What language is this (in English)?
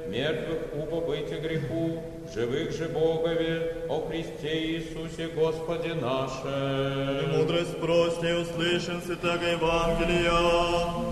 Church Slavic